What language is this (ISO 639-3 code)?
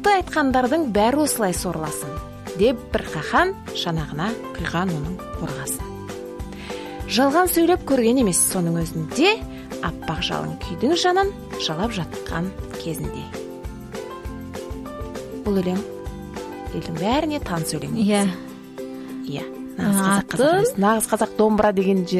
kaz